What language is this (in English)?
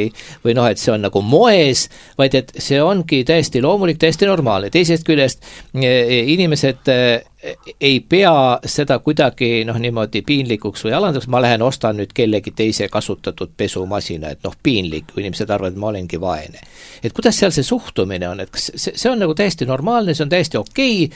Estonian